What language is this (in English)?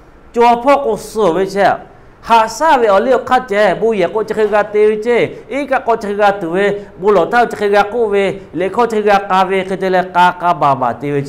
Lahu